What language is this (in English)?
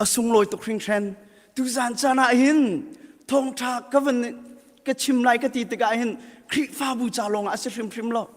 Hakha Chin